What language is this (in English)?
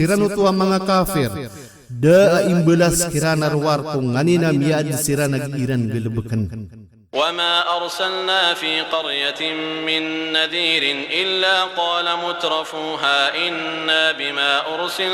Maranao